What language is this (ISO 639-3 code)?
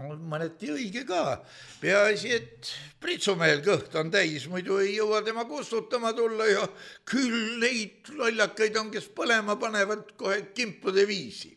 est